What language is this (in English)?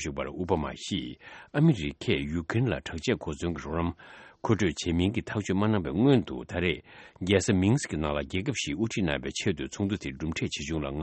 Tibetan